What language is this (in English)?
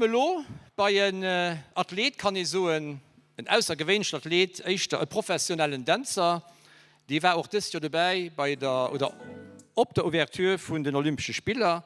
Luxembourgish